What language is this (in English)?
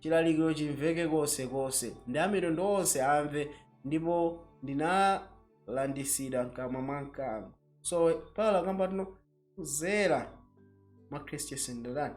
Nyanja